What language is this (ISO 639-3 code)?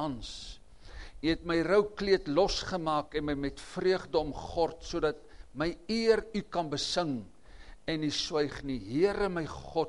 afr